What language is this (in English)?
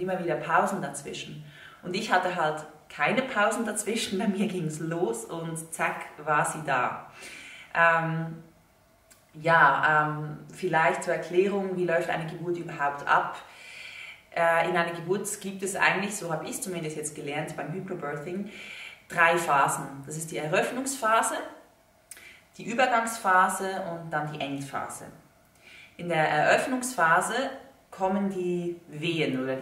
German